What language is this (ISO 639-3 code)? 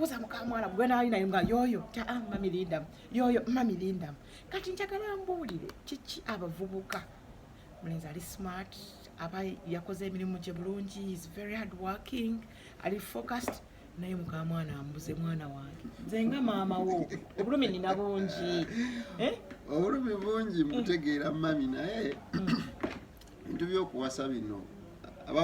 lug